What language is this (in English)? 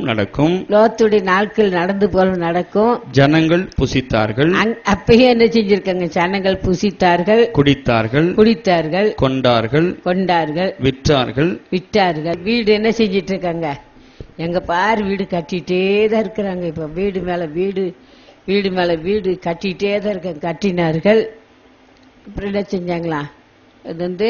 Tamil